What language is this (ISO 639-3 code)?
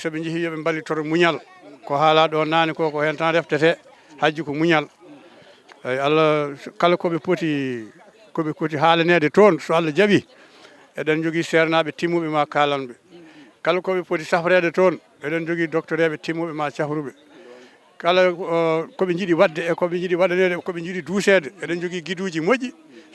ful